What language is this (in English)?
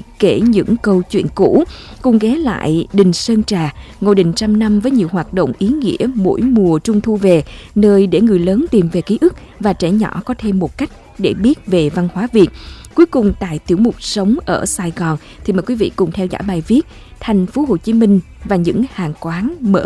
Vietnamese